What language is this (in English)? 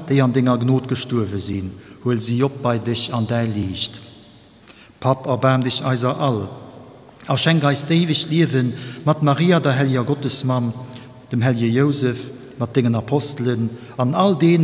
Luxembourgish